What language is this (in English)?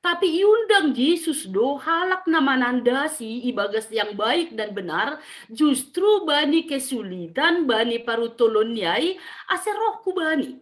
Batak Simalungun